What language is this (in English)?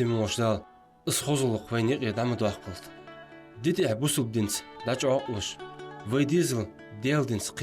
Ingush